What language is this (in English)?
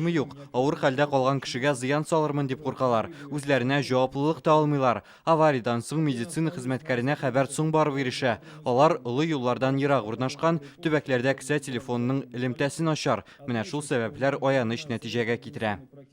Tatar